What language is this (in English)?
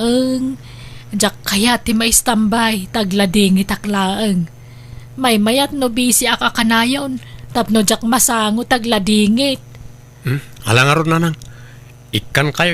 Iloko